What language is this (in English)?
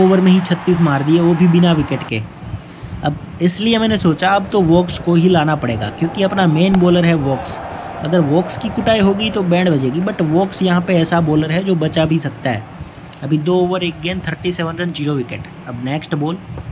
Hindi